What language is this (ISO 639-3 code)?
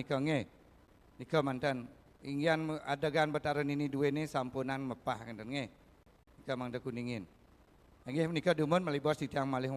ban